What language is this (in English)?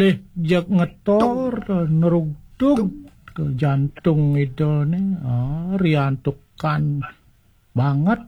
Balinese